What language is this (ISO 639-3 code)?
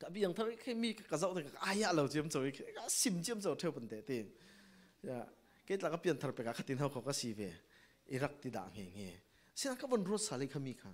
cfm